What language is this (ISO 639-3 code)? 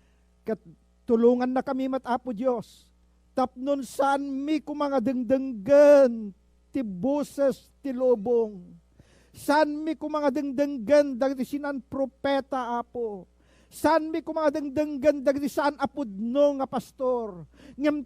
ilo